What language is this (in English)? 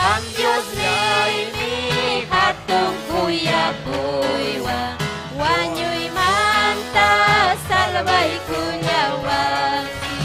Ayacucho Quechua